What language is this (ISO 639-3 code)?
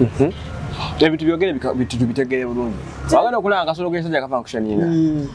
lug